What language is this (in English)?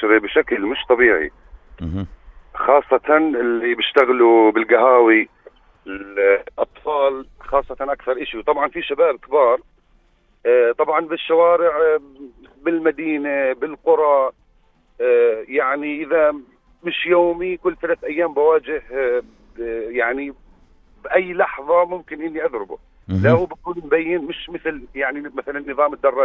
North Levantine Arabic